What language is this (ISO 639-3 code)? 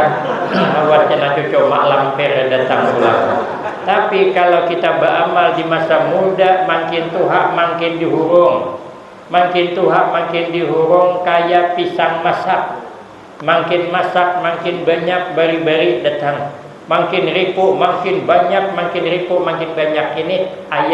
bjn